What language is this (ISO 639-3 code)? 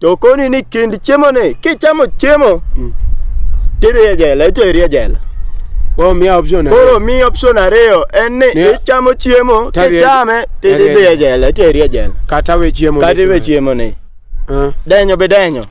luo